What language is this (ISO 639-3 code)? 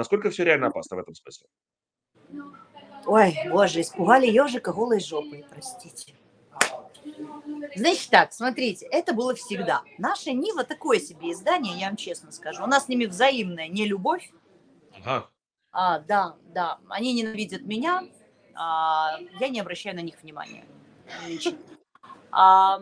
rus